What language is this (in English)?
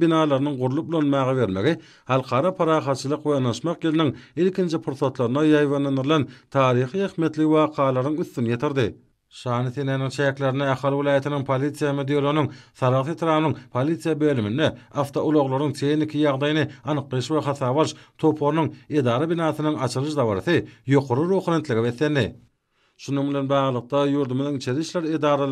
Turkmen